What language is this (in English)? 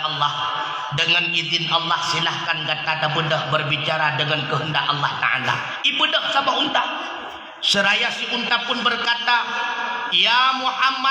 Achinese